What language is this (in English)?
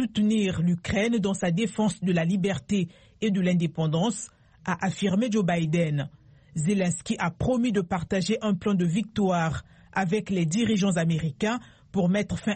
French